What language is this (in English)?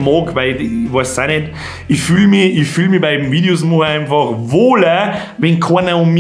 Bavarian